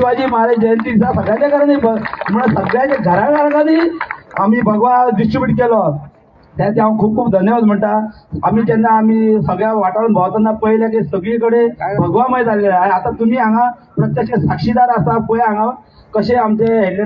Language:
Konkani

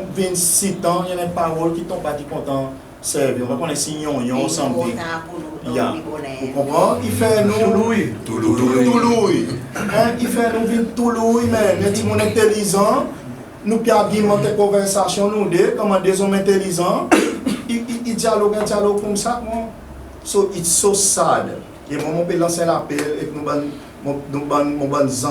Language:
Seselwa Creole French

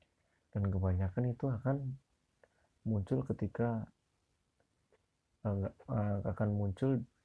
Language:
Indonesian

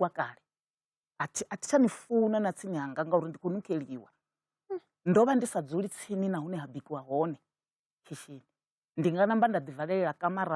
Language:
Venda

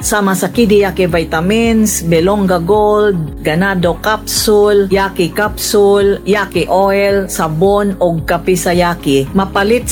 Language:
Cebuano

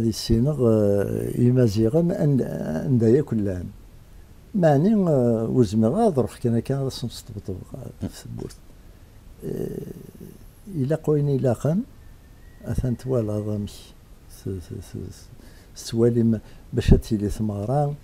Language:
Kabyle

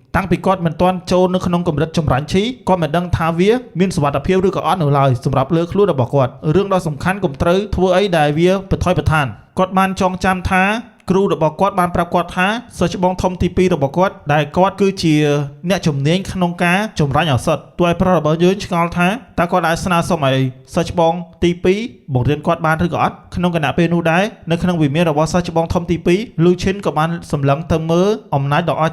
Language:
Khmer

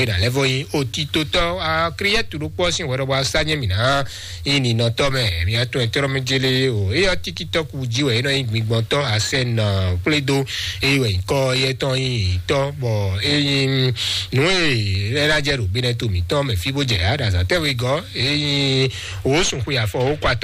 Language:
Fon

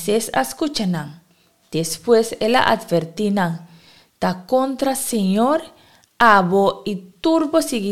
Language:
Papiamento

